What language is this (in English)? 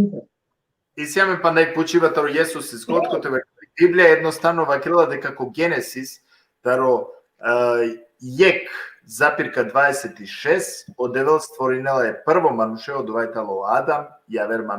Balkan Romani